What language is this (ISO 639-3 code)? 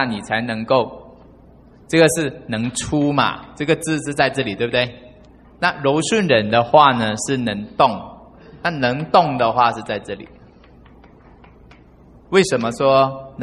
zho